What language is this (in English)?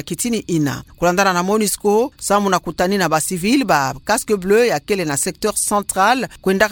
Kituba (Democratic Republic of Congo)